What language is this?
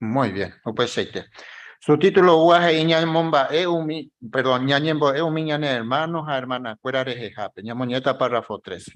Guarani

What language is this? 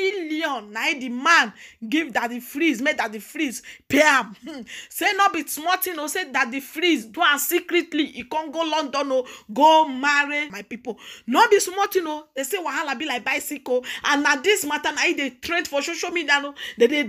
Nigerian Pidgin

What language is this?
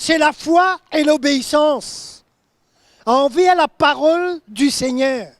Morisyen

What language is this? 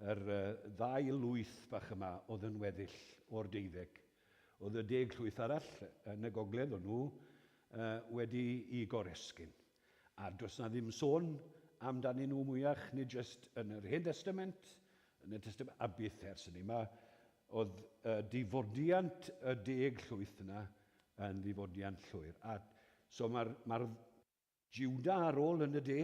Welsh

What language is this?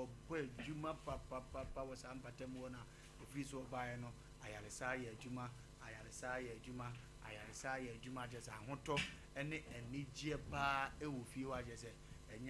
Akan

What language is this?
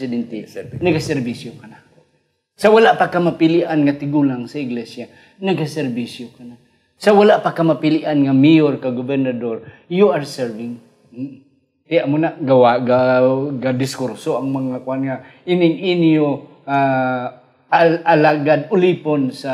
Hiligaynon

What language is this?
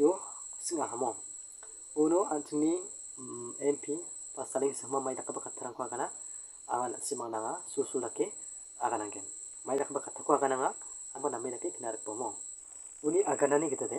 Garo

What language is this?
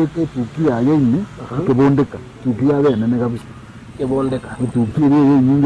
Gusii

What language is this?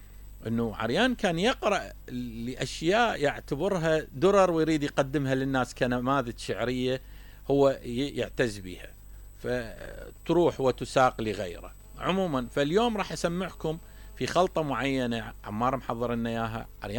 Mesopotamian Arabic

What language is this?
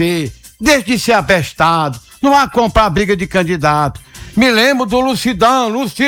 Portuguese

